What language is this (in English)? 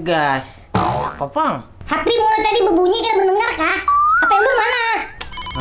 Banjar